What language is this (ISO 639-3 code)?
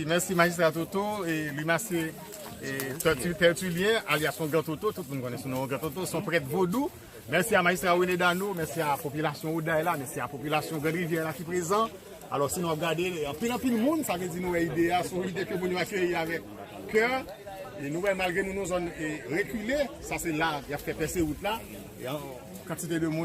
hat